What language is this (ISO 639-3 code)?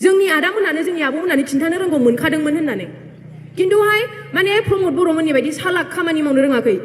brx